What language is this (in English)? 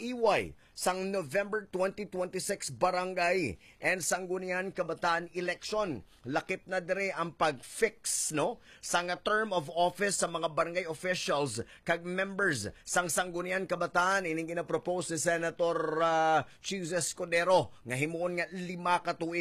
Hiligaynon